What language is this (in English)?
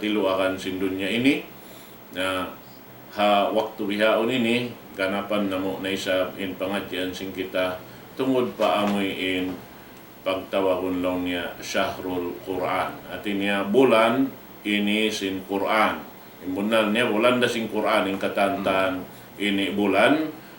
Tausug